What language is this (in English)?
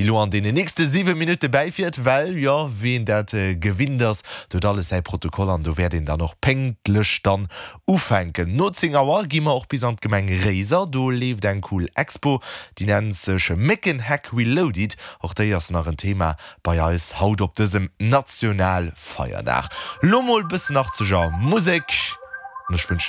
Luxembourgish